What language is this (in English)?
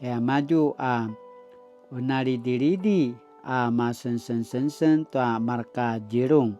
Paiwan